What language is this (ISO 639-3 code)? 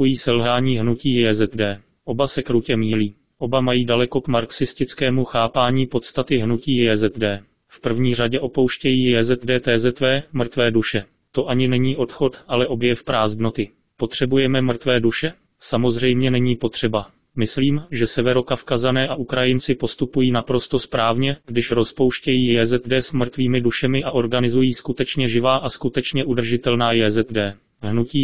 ces